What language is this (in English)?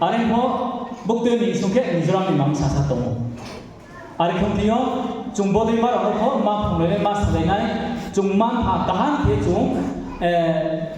Riang (India)